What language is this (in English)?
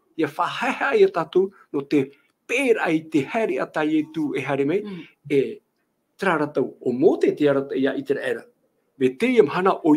Tahitian